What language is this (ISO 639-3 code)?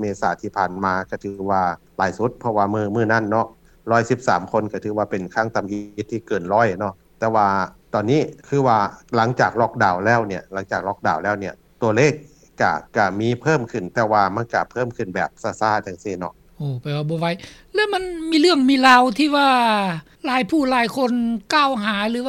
lao